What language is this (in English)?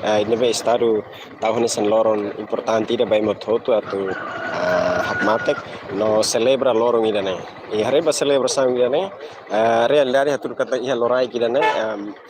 Tetum